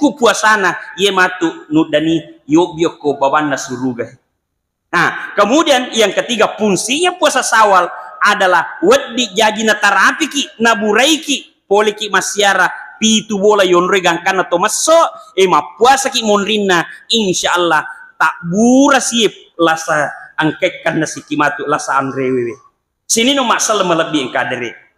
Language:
Buginese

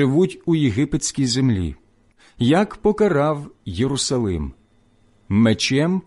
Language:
Ukrainian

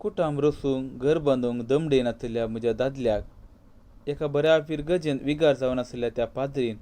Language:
Konkani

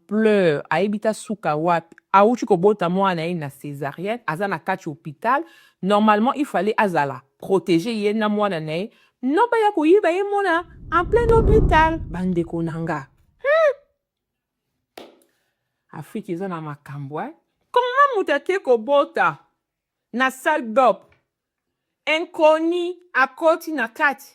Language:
Lingala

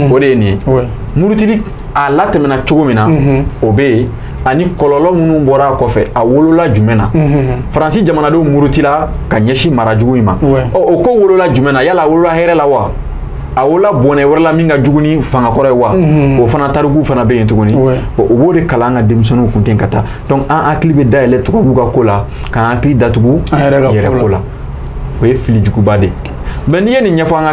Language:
Bambara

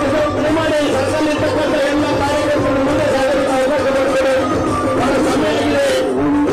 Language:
Kannada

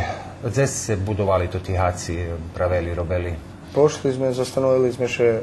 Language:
Rusyn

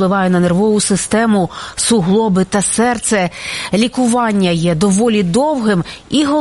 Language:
Ukrainian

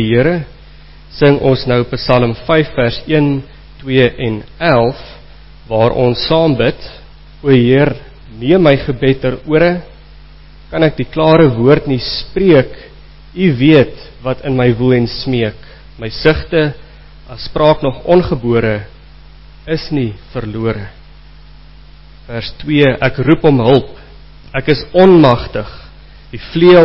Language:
Afrikaans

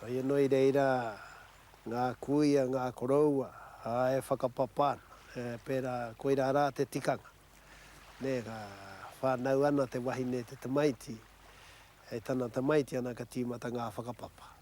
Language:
Māori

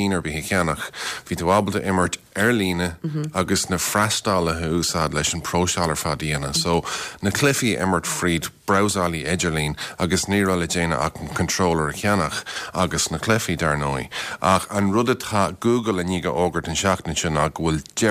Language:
Irish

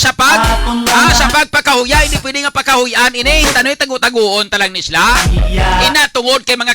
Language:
Hiligaynon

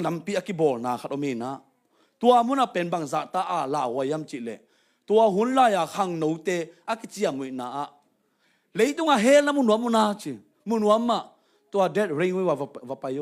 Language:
Tedim Chin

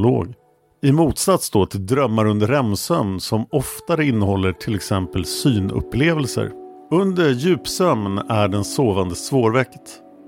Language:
Swedish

